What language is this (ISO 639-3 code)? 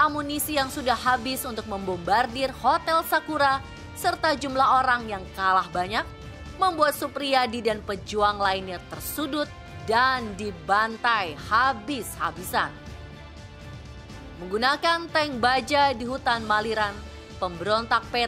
ind